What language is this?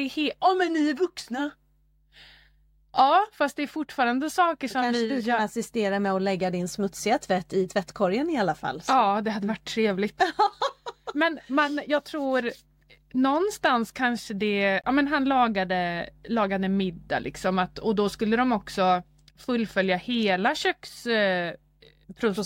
Swedish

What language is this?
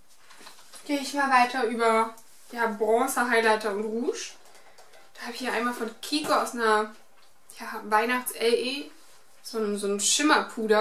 German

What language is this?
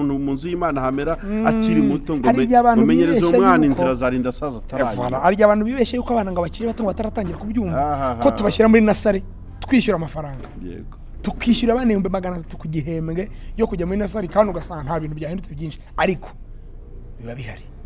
Kinyarwanda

